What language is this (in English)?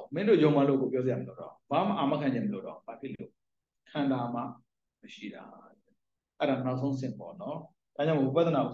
Burmese